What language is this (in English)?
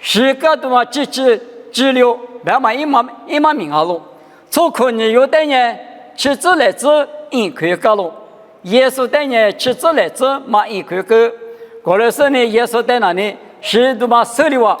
Lisu